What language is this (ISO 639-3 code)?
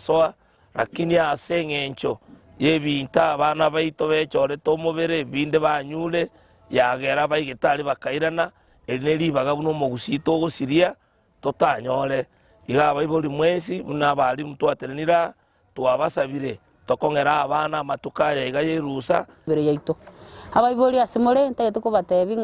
guz